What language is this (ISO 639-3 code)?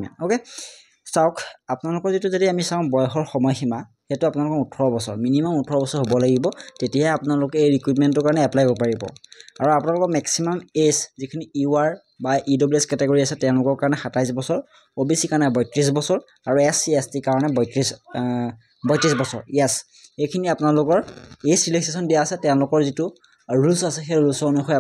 asm